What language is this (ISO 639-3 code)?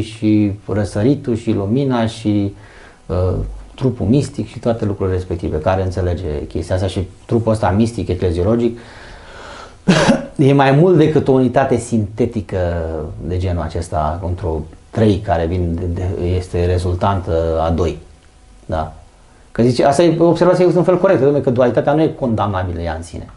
ron